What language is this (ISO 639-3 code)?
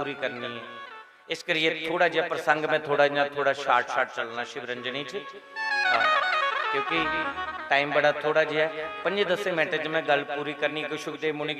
doi